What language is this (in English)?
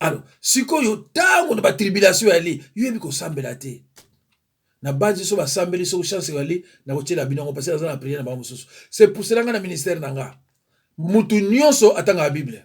Lingala